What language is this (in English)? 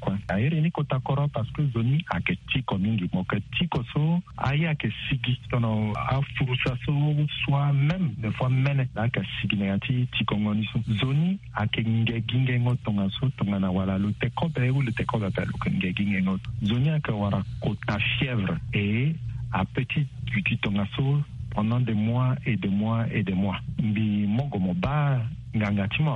Sango